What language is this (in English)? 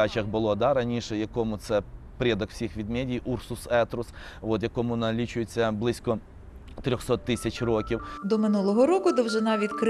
Ukrainian